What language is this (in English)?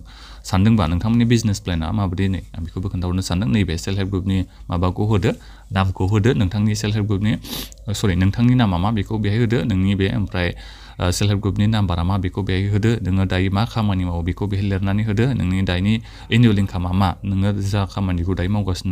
Bodo